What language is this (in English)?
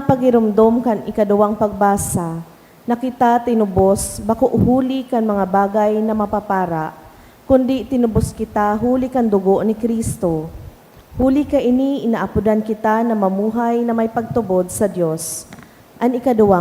Bikol